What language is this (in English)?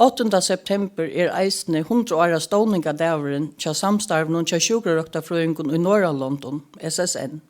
Faroese